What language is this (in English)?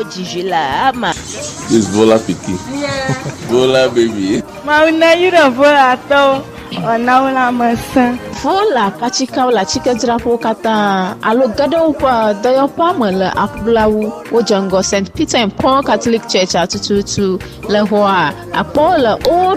Ewe